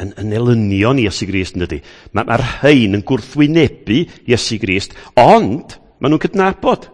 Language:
Welsh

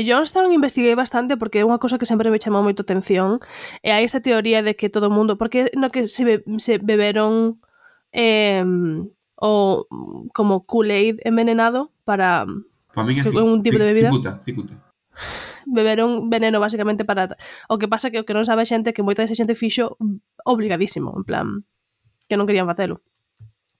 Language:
Galician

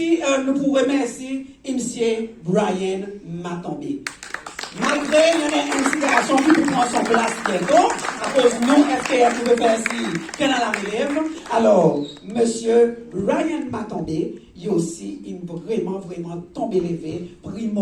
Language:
Seselwa Creole French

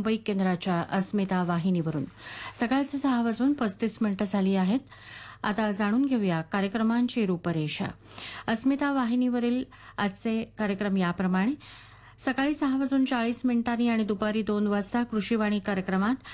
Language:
Marathi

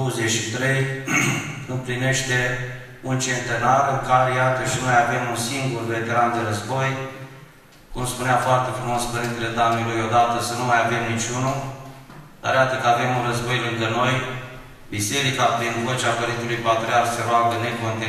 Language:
Romanian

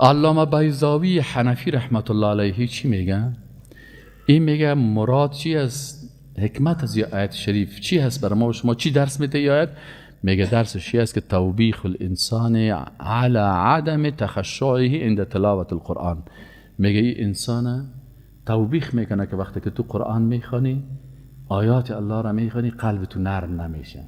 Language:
Persian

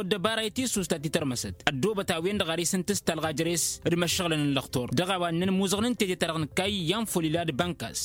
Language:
Tamasheq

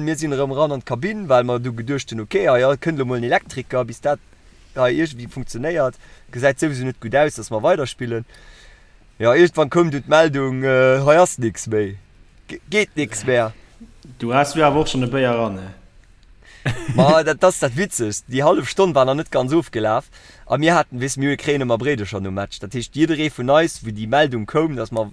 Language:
Luxembourgish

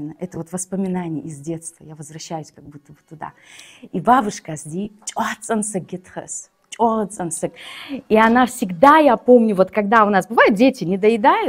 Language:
Ingush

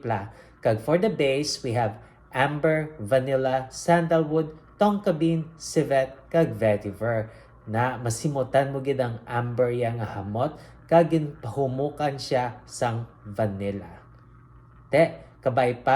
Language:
Hiligaynon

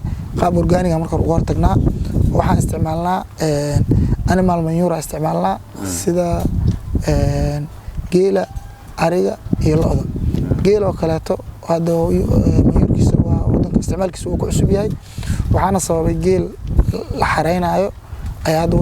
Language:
Somali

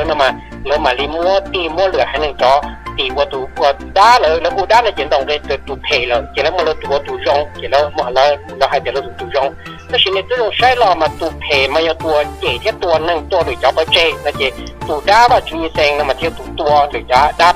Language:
Hmong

